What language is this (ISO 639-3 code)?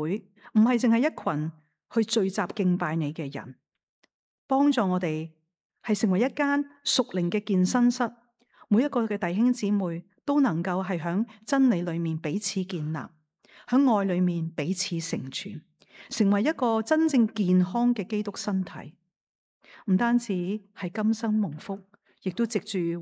yue